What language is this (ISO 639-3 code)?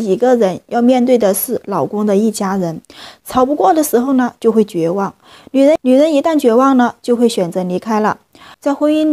zho